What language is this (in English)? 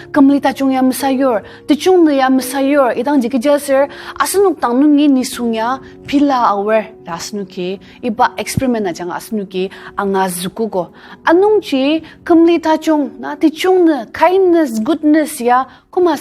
Ao Naga